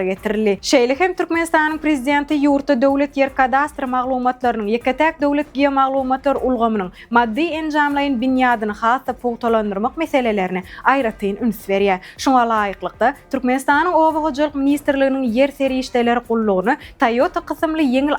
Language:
Turkmen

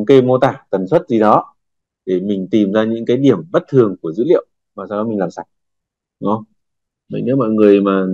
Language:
Vietnamese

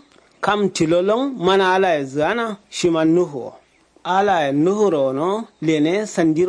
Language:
Kanuri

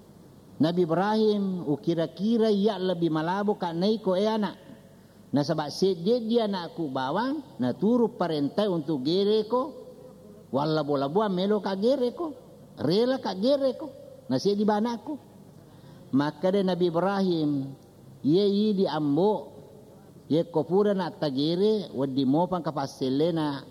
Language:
Buginese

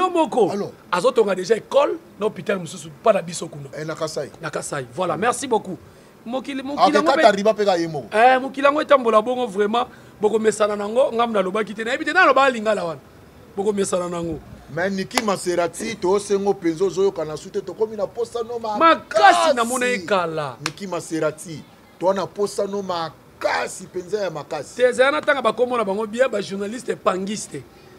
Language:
Lingala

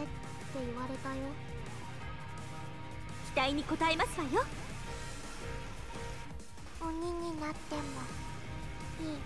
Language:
Japanese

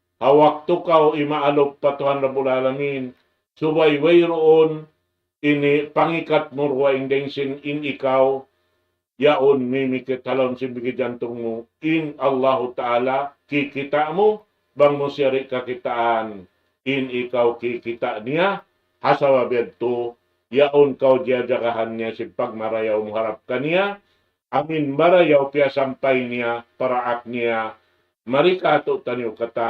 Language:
Tausug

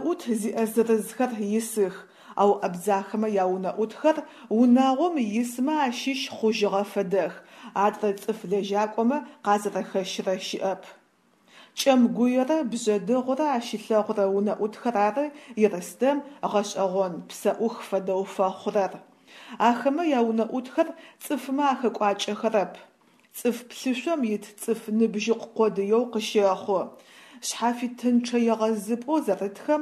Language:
Adyghe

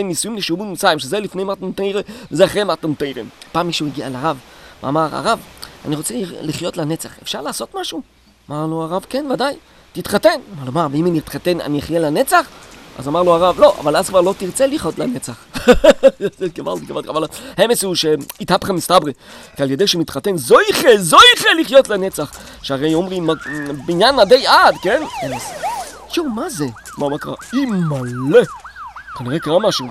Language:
Hebrew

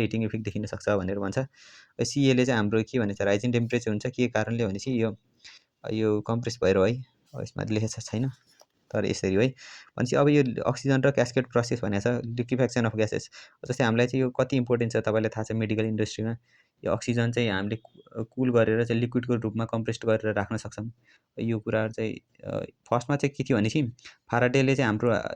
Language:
Nepali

